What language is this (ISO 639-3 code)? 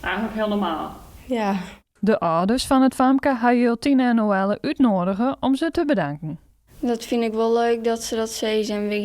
fry